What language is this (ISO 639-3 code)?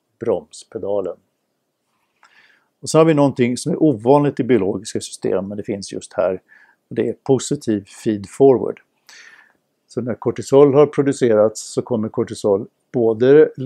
swe